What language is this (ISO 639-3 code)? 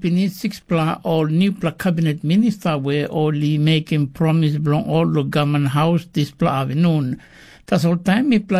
tpi